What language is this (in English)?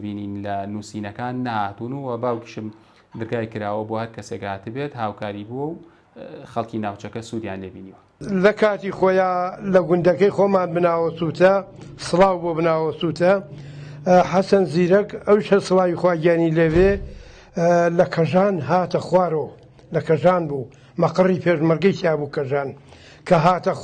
Central Kurdish